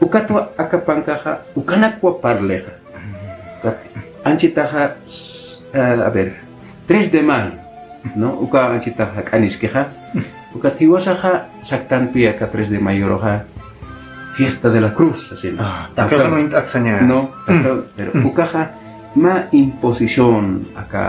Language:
Aymara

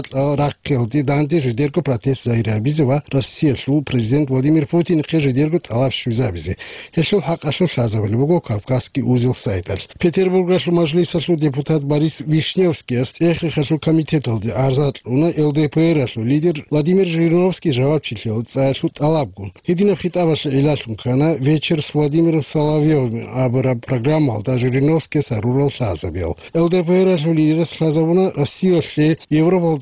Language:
Avaric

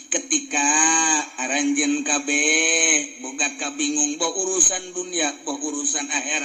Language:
Sundanese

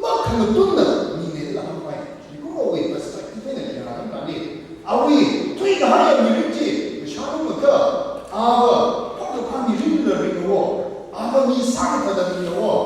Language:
Tangkhul Naga (India)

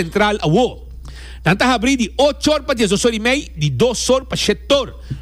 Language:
Papiamento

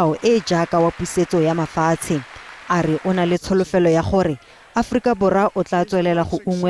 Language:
Tswana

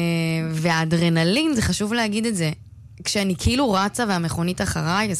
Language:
Hebrew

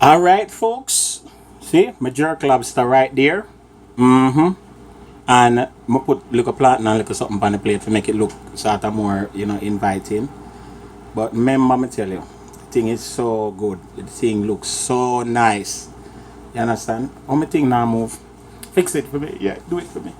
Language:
Jamaican Creole English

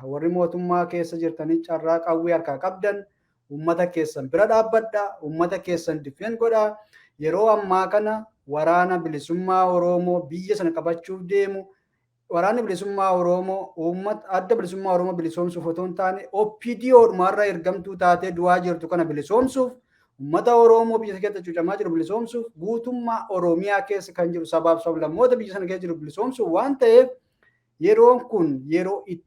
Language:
Oromo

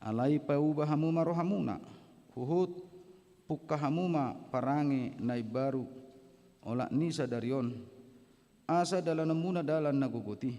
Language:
Batak Toba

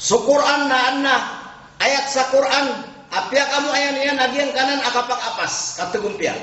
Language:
Maranao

